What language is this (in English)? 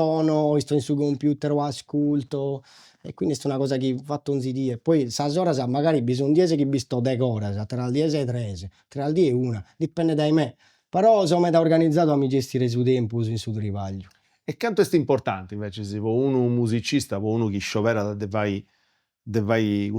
Sardinian